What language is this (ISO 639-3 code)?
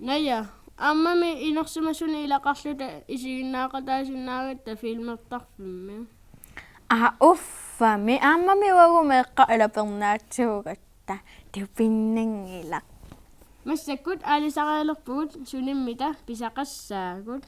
kal